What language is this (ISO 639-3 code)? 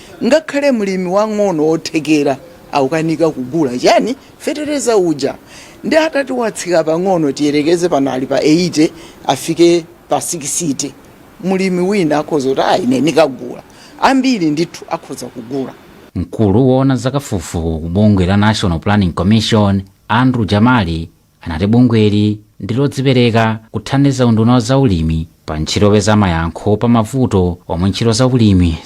nya